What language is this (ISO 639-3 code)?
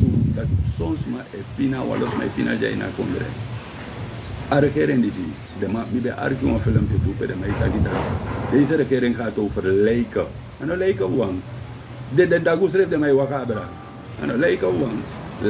srn